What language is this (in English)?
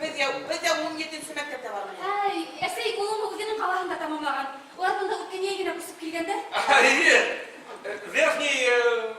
Bashkir